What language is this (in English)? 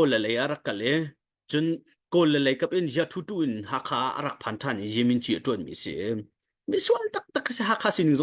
Hakha Chin